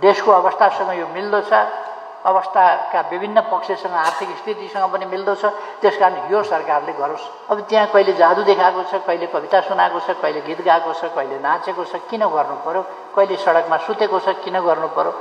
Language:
Nepali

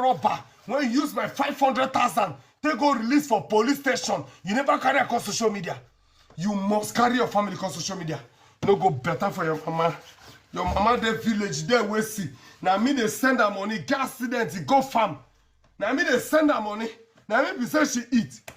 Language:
Nigerian Pidgin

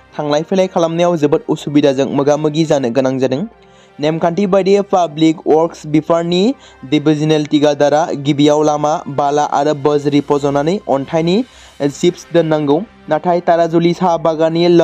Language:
Bodo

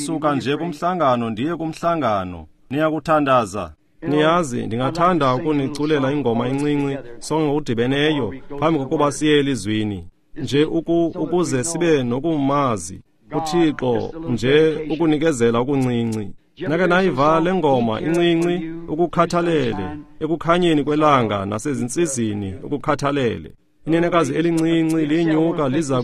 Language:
Xhosa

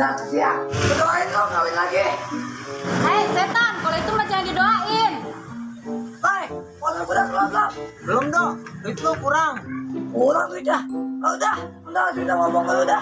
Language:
Betawi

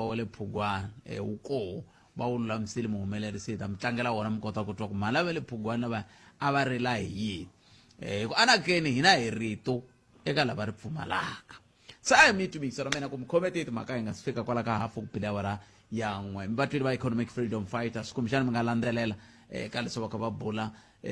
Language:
Tsonga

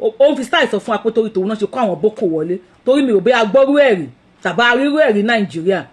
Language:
Yoruba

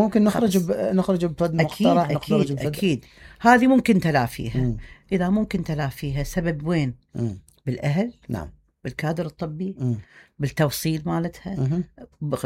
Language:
Mesopotamian Arabic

